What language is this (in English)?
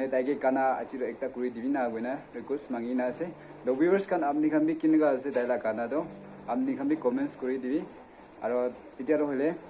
Naga Pidgin